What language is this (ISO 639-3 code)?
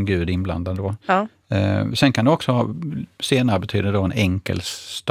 swe